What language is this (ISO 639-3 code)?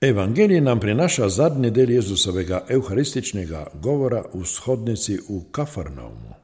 slv